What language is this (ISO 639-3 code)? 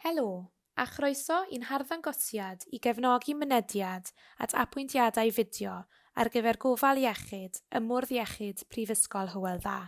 cym